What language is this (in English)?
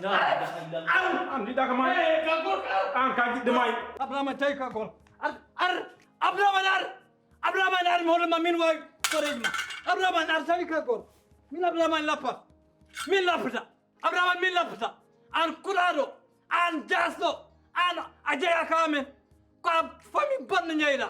Fula